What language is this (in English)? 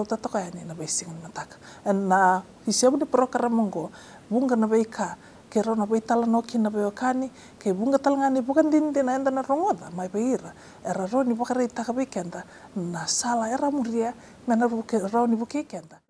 Fijian